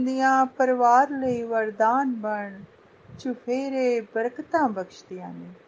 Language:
Punjabi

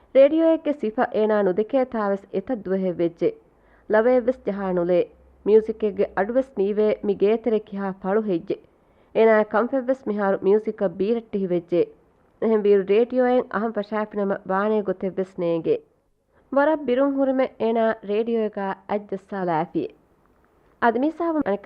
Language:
Divehi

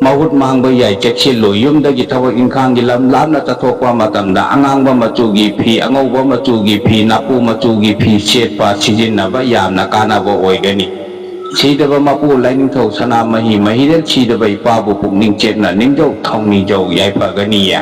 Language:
Manipuri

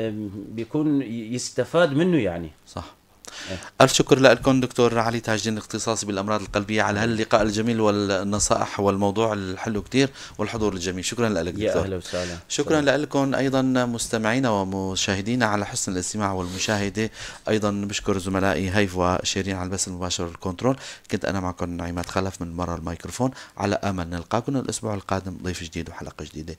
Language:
North Levantine Arabic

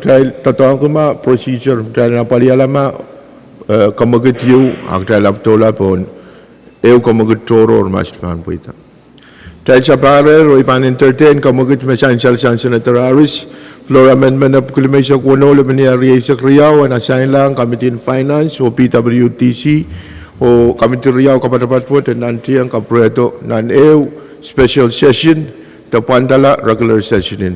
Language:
Pohnpeian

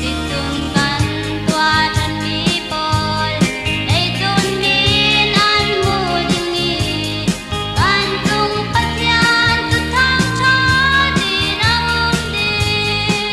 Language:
Falam Chin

